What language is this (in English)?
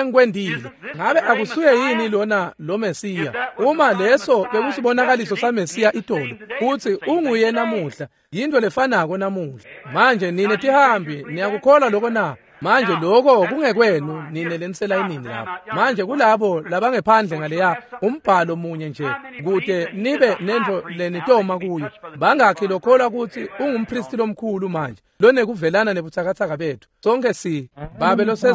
Swati